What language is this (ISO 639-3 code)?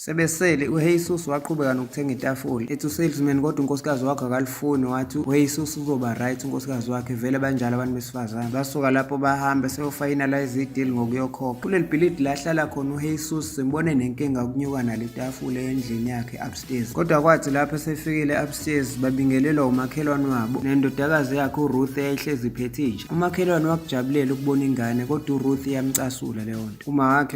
zul